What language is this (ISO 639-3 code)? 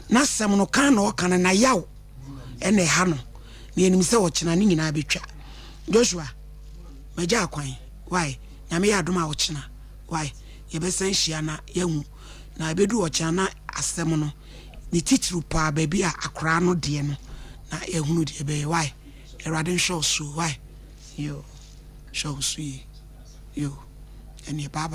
aka